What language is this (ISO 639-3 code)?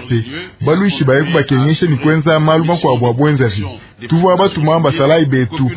lua